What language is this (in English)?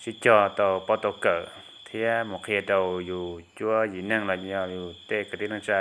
Hmong